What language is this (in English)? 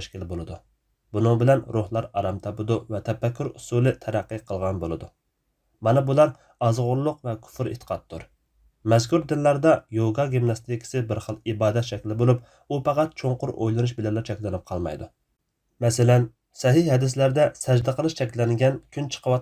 Uyghur